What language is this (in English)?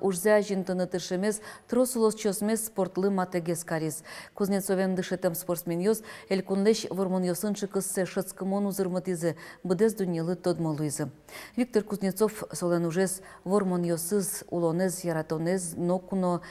Udmurt